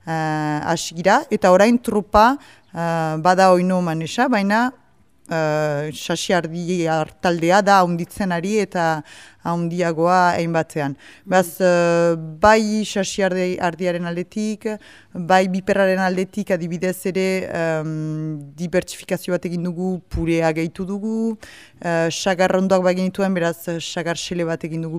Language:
Basque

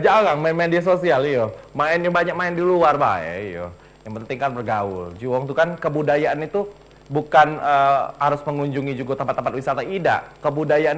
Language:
Musi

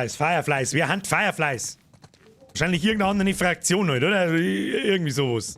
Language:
Bavarian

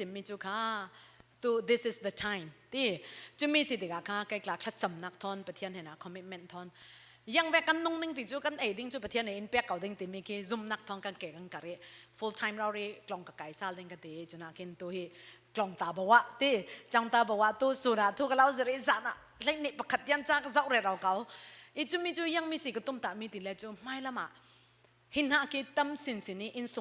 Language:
Falam Chin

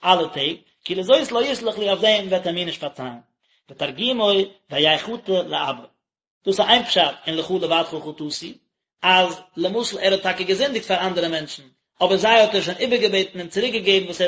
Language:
Yiddish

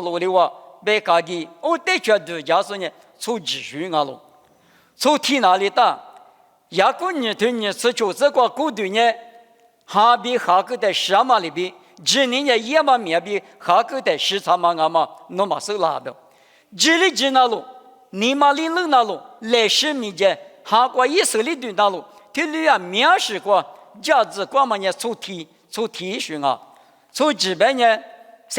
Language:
Lisu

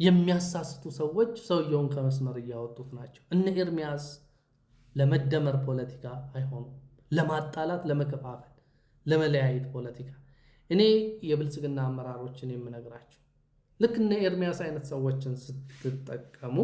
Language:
Amharic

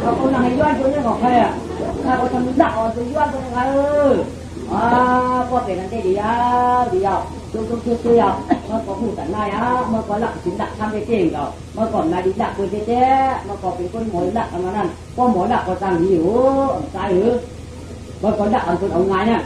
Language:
Shan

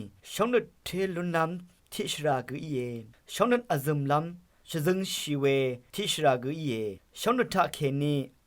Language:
Rawang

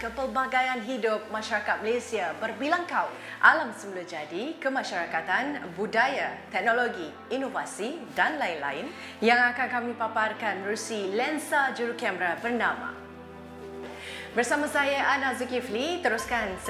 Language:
Malay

